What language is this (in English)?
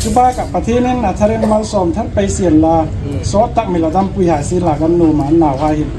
Hmar